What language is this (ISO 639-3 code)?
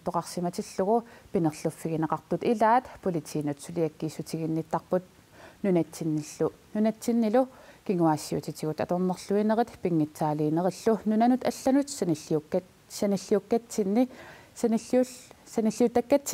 kal